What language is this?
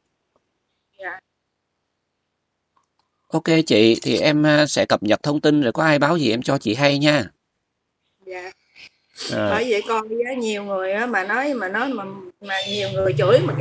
Vietnamese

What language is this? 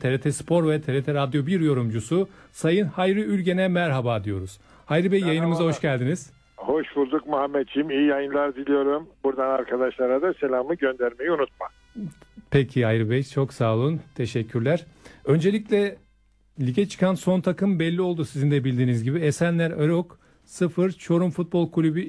Turkish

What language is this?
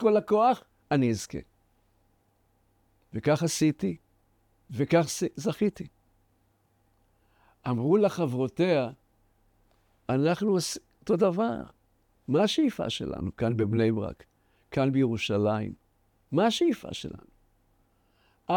Hebrew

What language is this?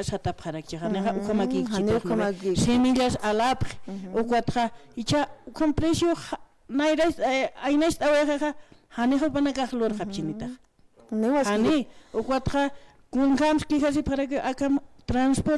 Aymara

